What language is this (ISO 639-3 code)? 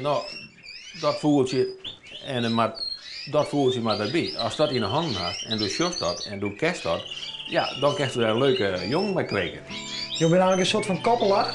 fry